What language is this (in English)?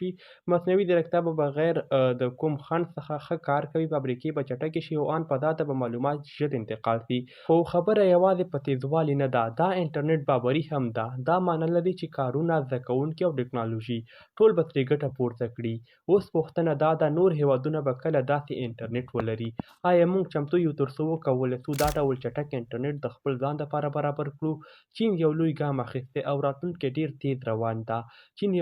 Pashto